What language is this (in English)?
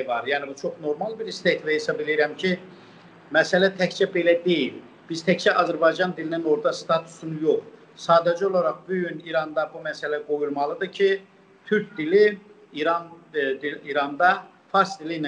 South Azerbaijani